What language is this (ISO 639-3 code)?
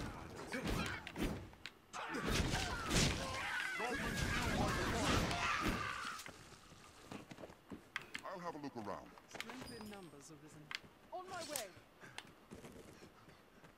tur